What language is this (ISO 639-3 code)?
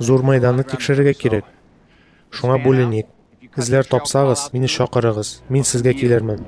tat